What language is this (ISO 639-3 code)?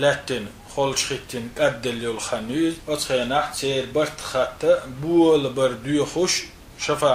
che